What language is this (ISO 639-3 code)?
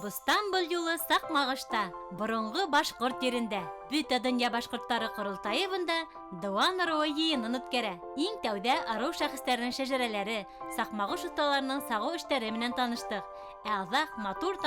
bak